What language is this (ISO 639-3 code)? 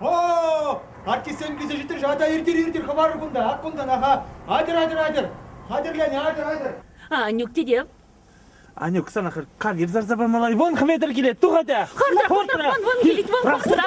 chv